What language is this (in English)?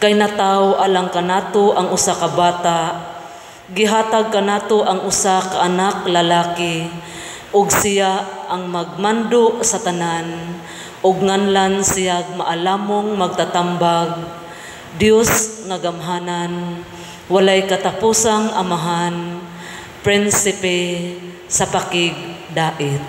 Cebuano